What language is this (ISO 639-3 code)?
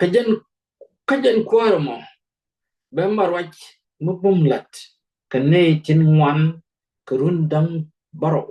nus